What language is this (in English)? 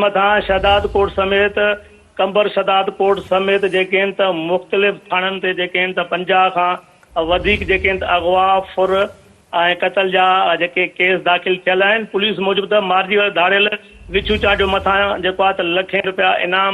Sindhi